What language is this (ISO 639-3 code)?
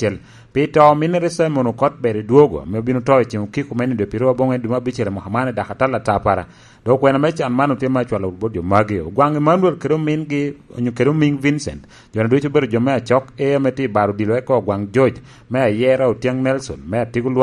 laj